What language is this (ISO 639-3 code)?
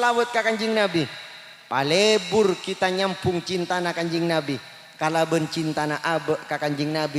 mad